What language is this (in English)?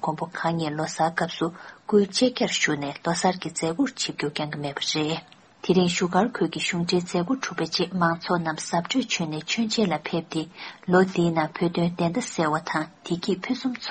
Tibetan